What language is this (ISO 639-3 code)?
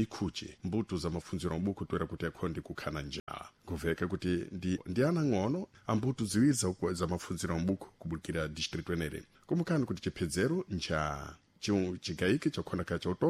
seh